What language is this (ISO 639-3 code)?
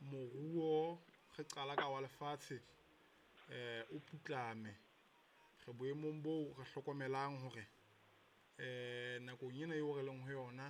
sot